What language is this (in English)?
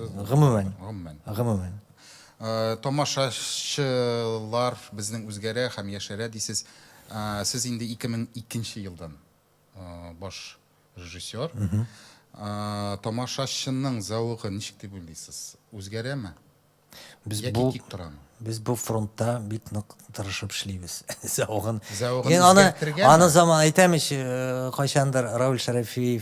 Tatar